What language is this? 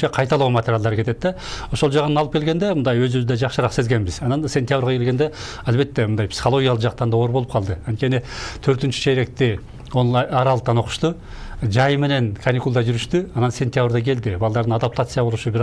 Kyrgyz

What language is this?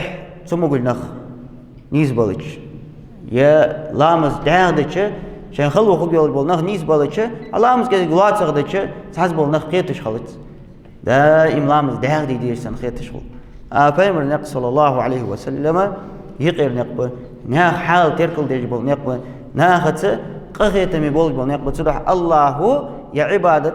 Ingush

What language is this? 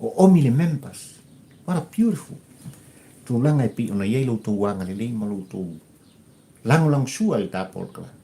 Samoan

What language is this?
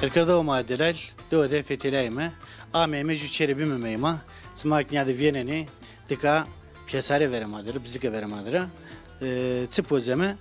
Zaza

